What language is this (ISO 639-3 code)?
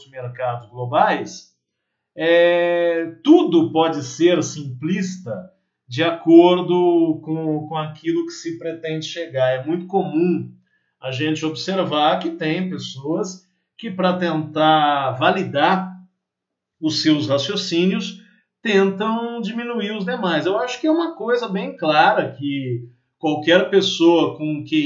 por